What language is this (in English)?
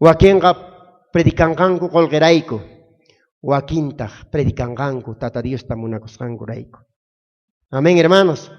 South Bolivian Quechua